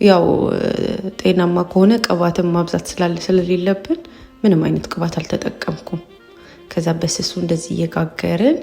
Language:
Amharic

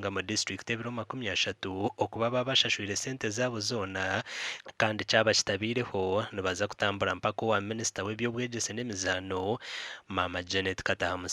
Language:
Nyankole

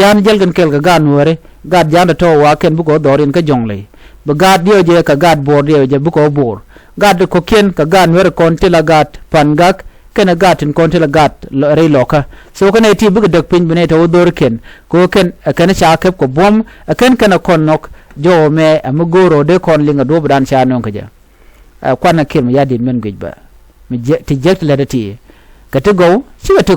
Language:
Nuer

